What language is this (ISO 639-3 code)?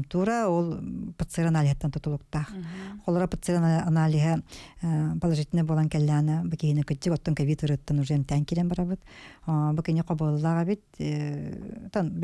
sah